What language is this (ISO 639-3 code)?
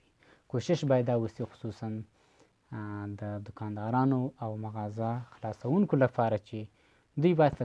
pus